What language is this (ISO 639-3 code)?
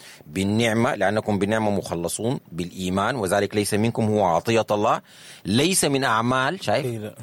apd